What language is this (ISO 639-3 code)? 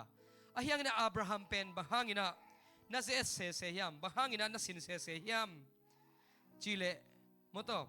ctd